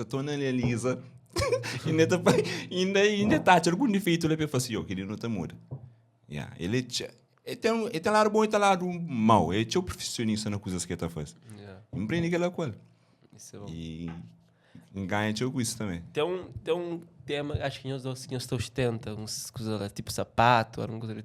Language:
Kabuverdianu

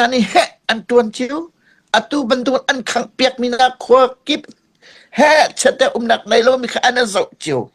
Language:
Hakha Chin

